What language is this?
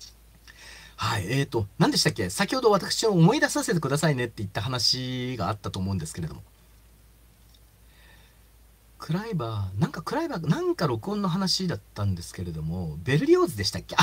Japanese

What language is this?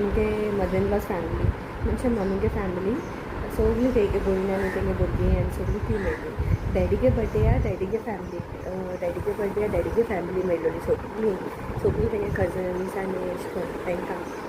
Konkani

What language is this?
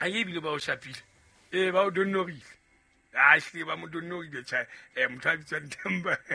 Southern Sotho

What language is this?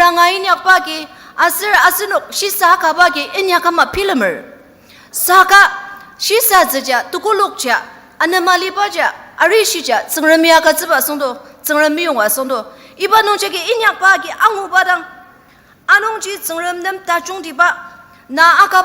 Ao Naga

